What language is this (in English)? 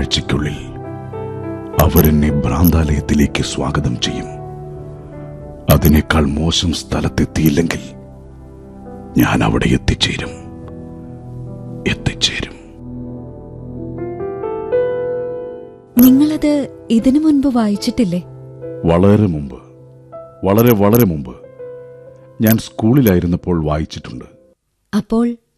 Malayalam